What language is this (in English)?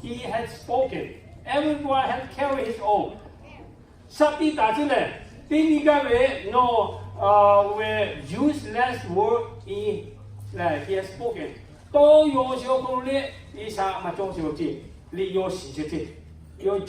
Lahu